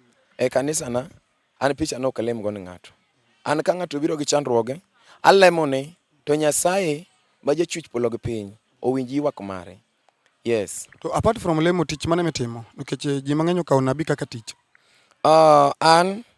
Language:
Luo (Kenya and Tanzania)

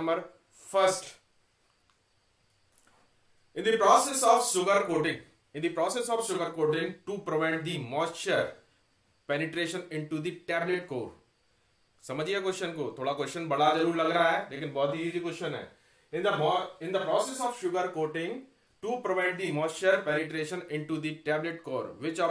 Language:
Hindi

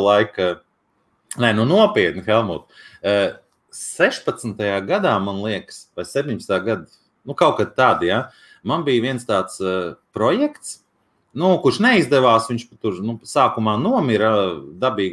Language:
Latvian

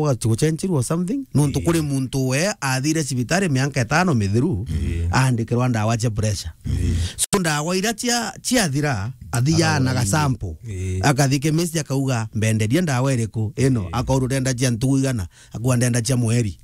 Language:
Meru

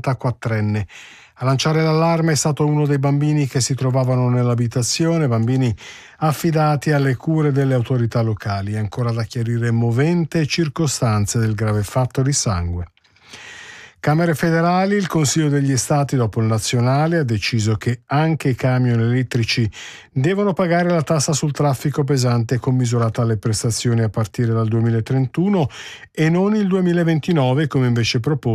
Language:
Italian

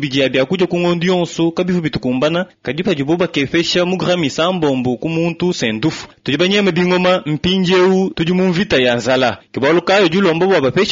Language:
Luba-Lulua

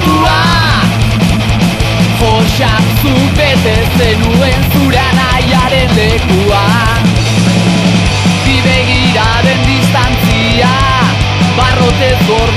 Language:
Basque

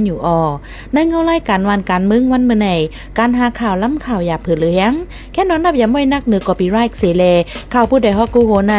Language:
Shan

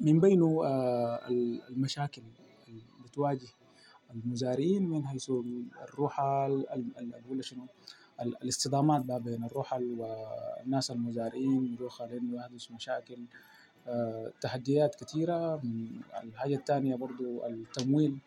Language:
Sudanese Arabic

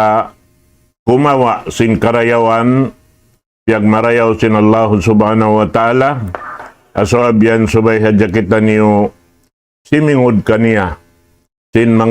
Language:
Tausug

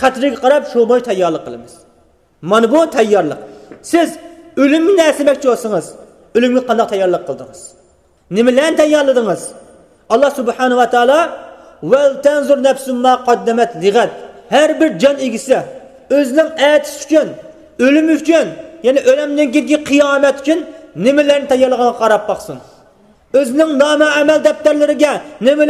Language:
Uyghur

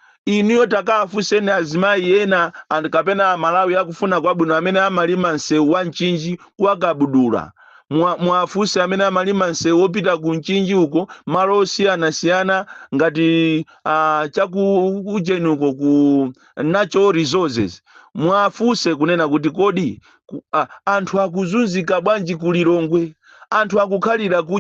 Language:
Nyanja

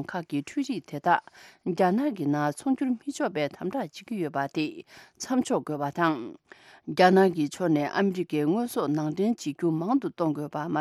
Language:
Tibetan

